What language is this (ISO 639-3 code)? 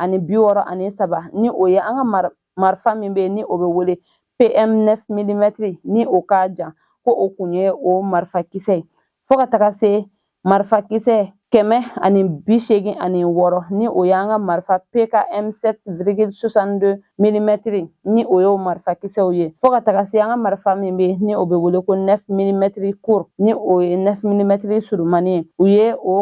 bam